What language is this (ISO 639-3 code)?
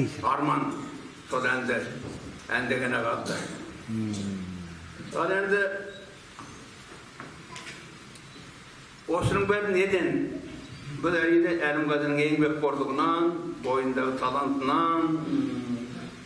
kaz